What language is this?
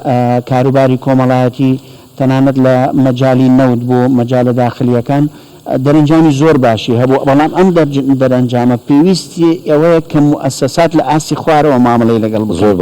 Central Kurdish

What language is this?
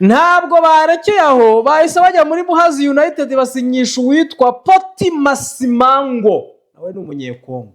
Kinyarwanda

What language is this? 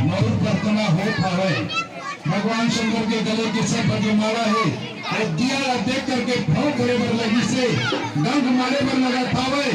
Chhattisgarhi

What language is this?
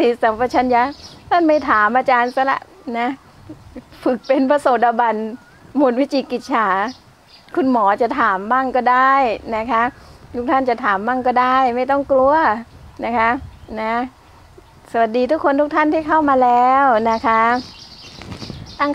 Thai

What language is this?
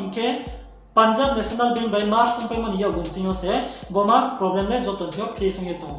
Riang (India)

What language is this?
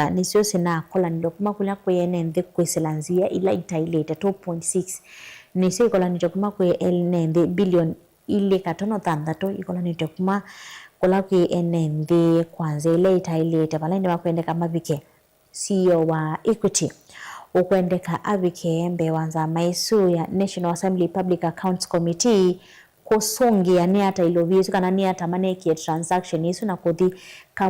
Kamba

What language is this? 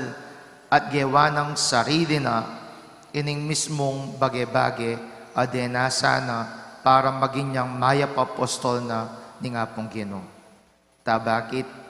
Pampanga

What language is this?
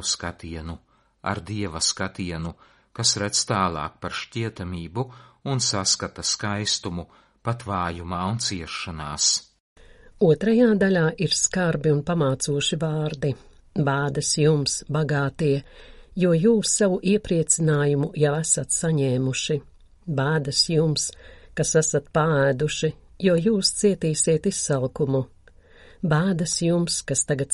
Latvian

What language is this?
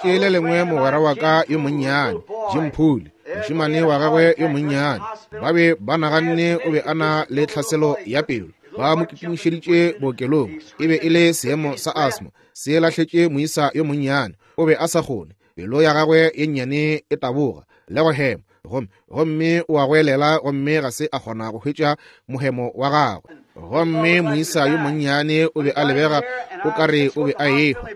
Northern Sotho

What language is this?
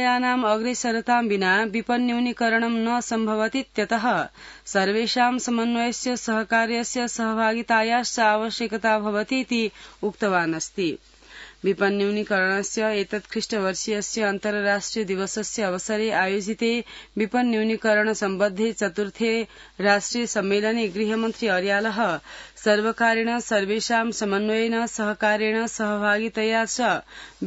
Sanskrit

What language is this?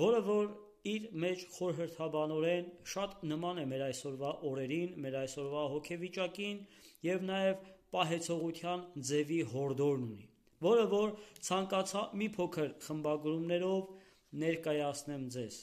Armenian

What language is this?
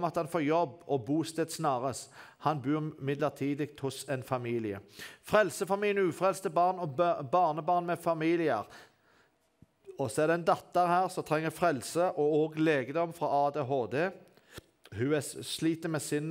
Norwegian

